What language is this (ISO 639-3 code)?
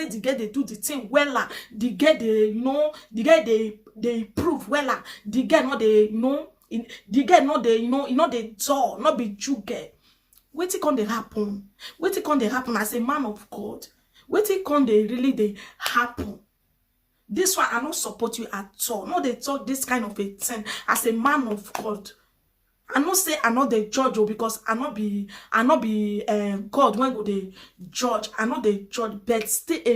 pcm